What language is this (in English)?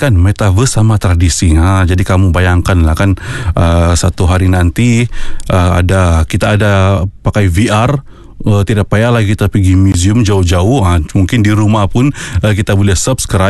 Malay